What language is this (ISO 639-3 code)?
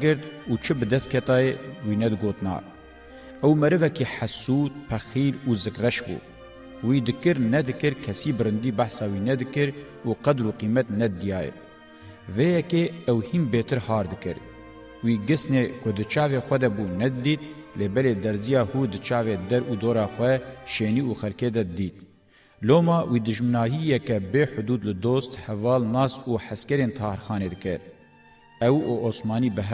kur